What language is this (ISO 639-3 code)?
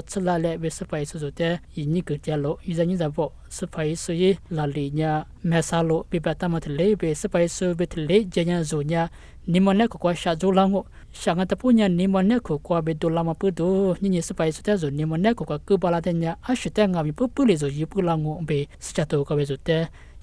lis